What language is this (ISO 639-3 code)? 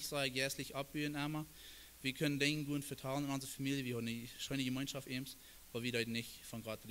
pdt